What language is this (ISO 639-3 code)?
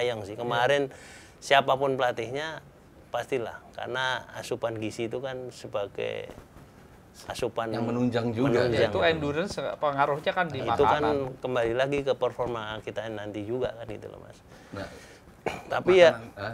ind